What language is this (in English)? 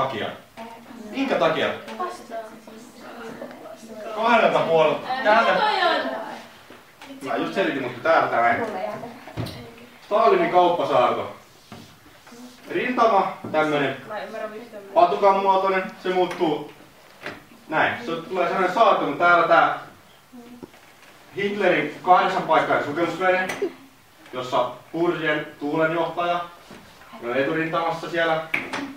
Finnish